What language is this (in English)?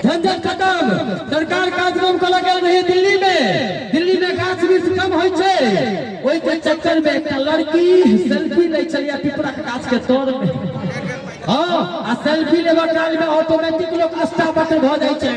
Maithili